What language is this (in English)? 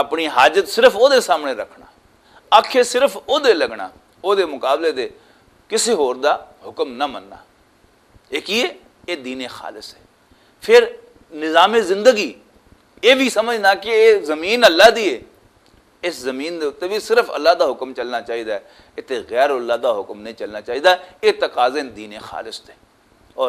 Western Panjabi